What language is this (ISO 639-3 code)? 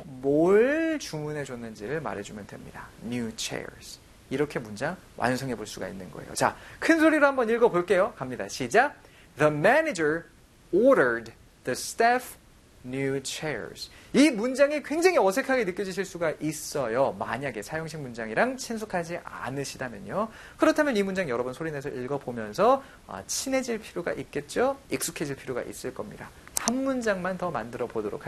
kor